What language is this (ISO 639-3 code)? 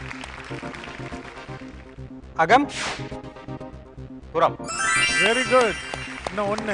tam